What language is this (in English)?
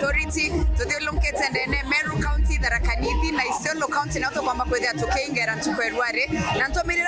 Meru